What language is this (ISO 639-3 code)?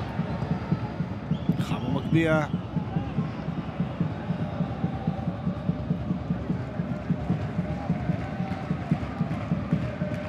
heb